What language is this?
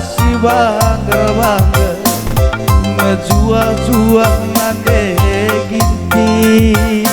Batak Karo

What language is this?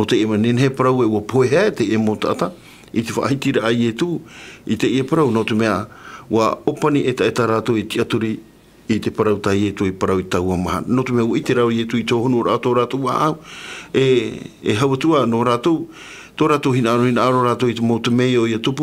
Tahitian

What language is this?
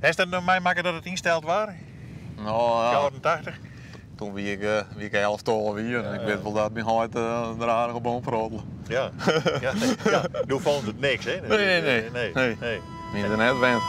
Western Frisian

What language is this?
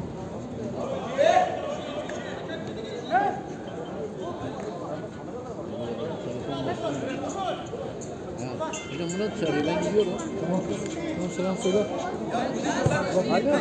Turkish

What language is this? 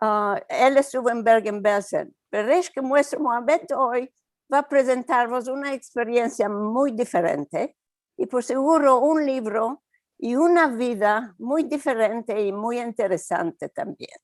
Ladino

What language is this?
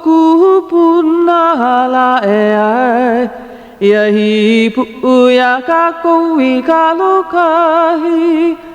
Hawaiian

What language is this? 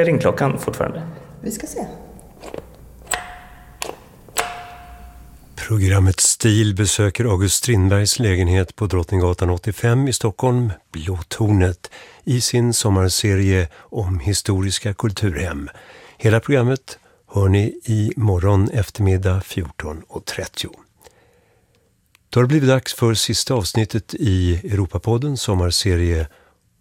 Swedish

